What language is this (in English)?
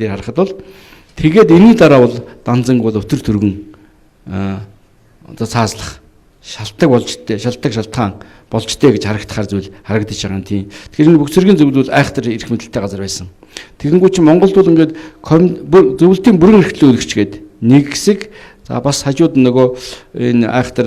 Mongolian